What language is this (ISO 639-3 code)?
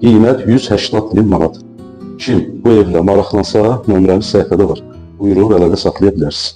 aze